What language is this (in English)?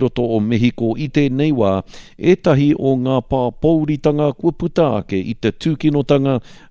Māori